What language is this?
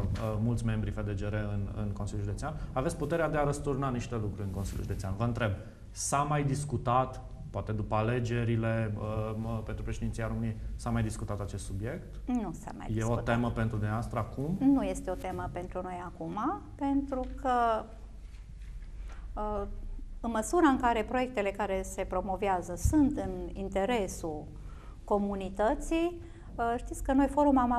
Romanian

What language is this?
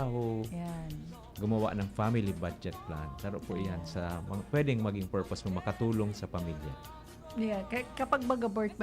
Bikol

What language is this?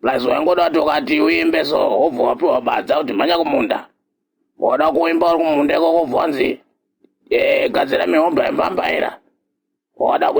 Shona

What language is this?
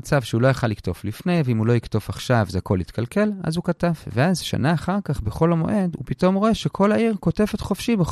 Hebrew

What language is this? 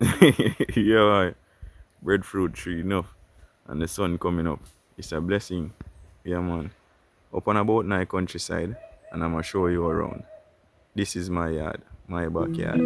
Jamaican Creole English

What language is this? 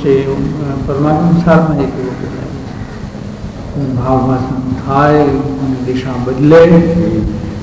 Gujarati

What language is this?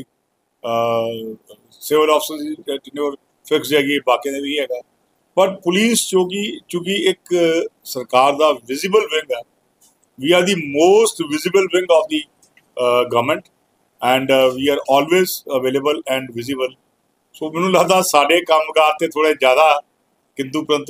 Punjabi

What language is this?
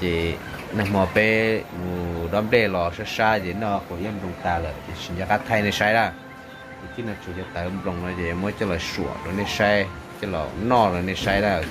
Hmong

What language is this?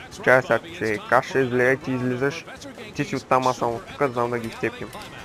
Bulgarian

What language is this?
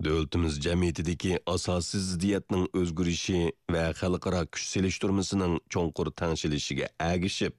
Uyghur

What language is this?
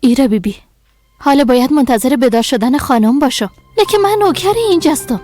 Persian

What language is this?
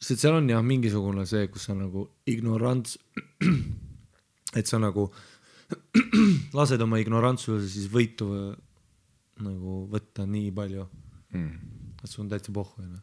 Estonian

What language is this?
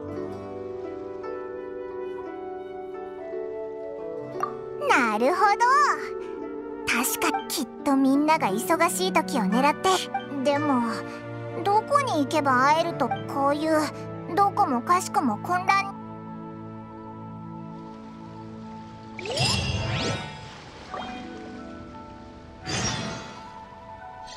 Japanese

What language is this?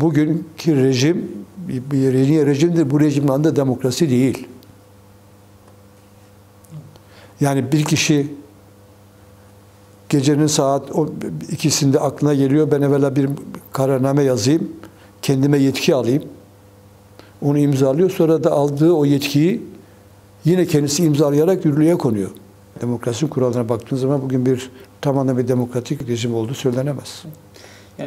Turkish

